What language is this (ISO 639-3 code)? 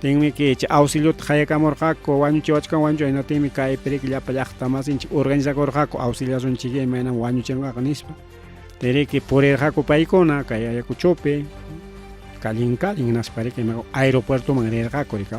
quy